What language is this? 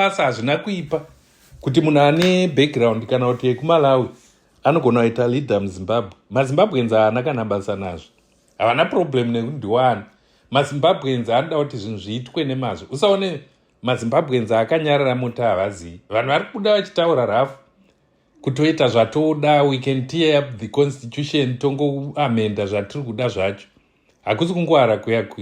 Shona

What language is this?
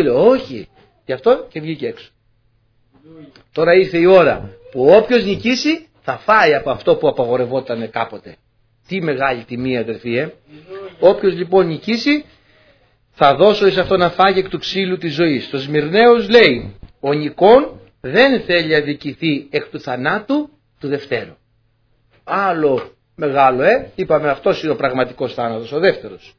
Greek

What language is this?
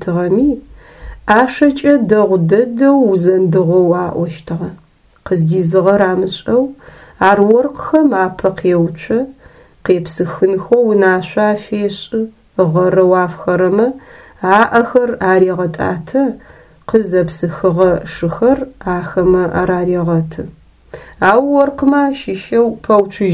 Adyghe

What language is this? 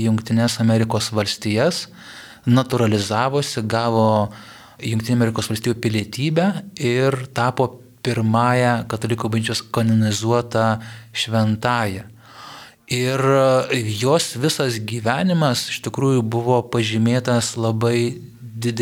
Lithuanian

